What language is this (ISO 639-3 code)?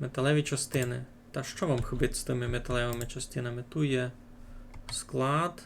rue